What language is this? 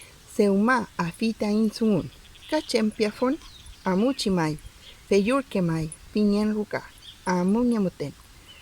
Mapuche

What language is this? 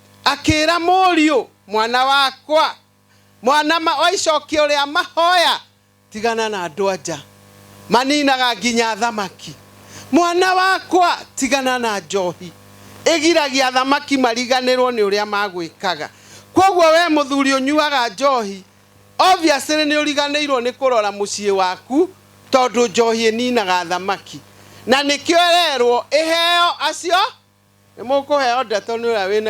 Kikuyu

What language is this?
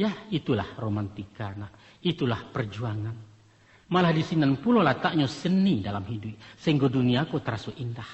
Minangkabau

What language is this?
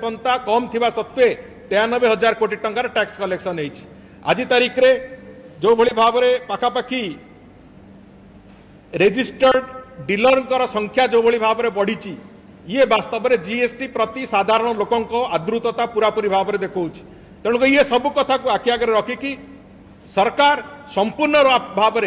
Odia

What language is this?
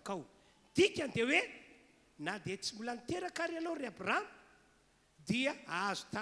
Malagasy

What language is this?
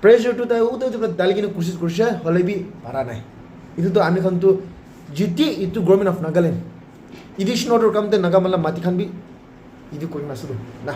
Naga Pidgin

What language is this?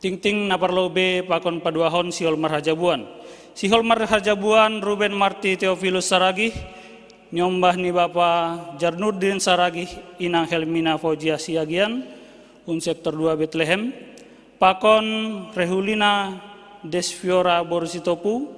Batak Simalungun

